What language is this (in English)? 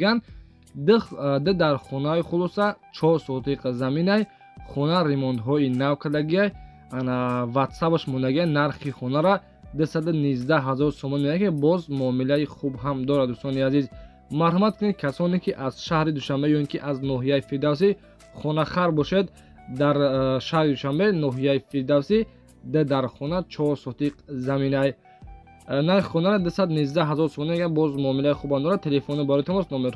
Tajik